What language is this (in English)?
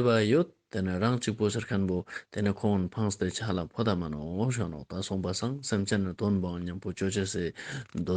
Ladakhi